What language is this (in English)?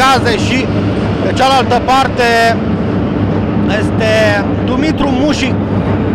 Romanian